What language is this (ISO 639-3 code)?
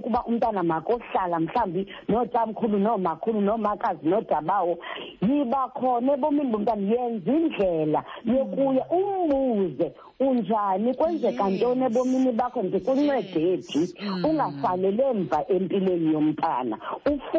xho